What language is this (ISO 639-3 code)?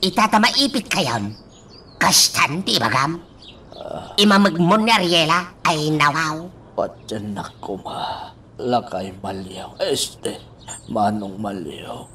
ilo